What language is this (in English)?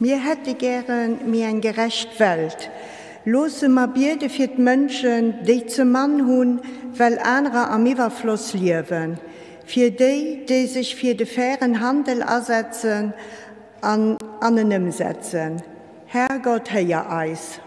Luxembourgish